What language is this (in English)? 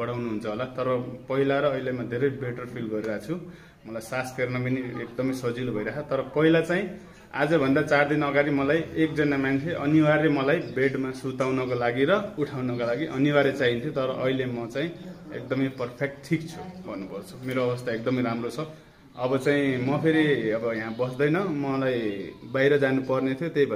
Nepali